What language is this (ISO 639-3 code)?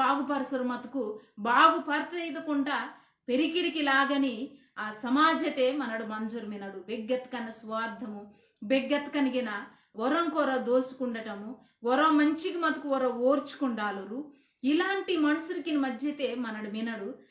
kff